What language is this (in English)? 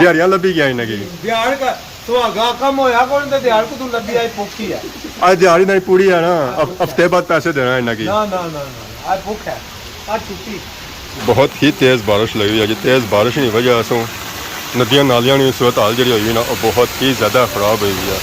Pahari-Potwari